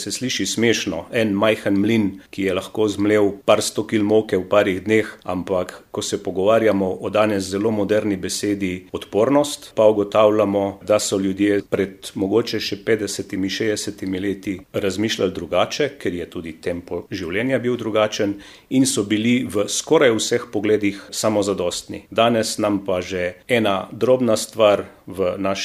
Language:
Slovenian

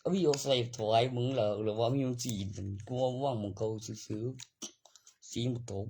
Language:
Northeastern Thai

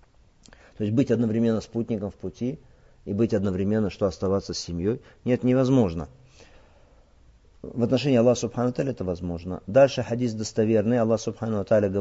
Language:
Russian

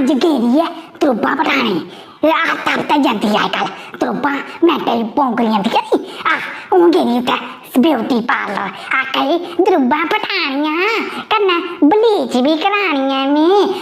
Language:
Dogri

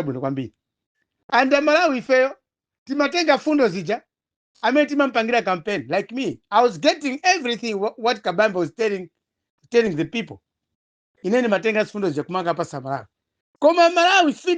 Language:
Nyanja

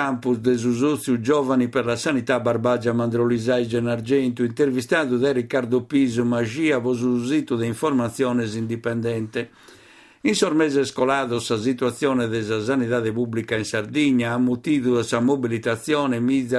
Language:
Sardinian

